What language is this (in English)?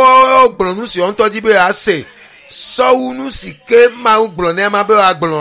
Ewe